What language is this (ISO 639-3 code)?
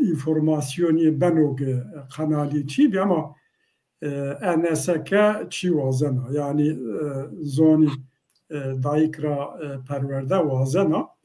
zza